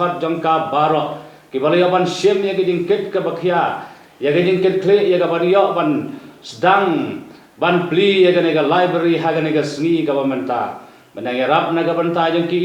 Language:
Khasi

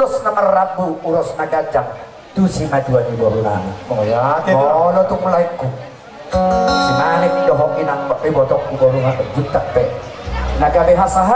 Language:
Batak Toba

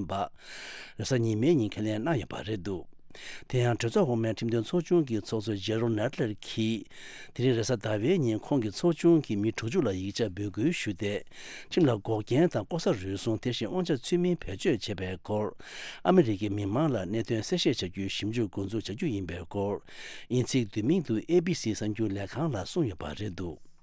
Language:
Tibetan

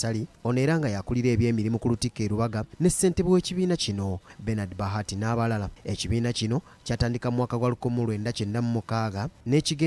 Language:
Ganda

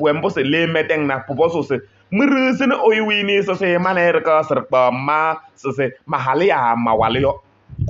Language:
Kabiyè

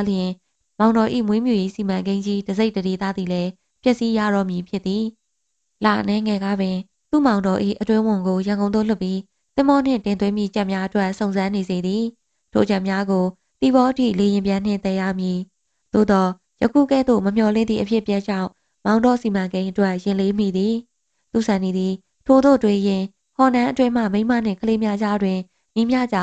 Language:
Burmese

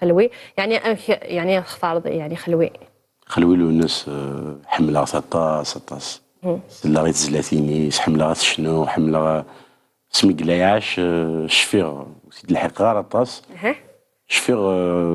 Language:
Kabyle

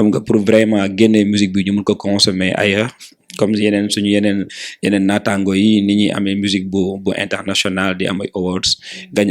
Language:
Wolof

